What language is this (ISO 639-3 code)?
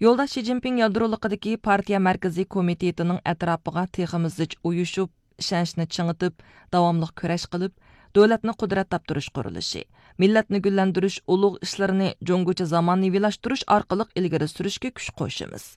uig